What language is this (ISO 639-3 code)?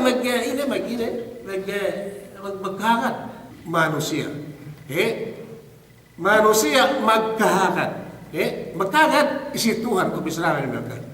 yka